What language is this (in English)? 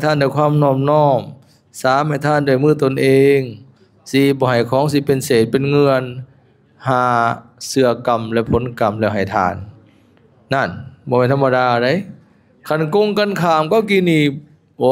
Lao